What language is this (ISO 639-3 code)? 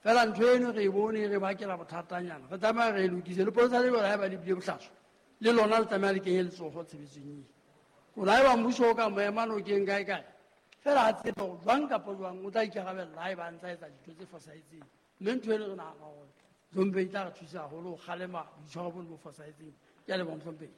sot